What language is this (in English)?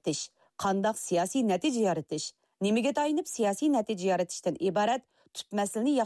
Uyghur